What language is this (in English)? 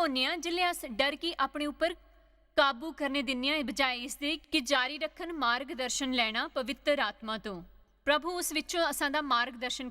Dogri